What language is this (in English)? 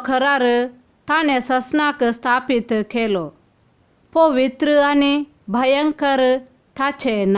Konkani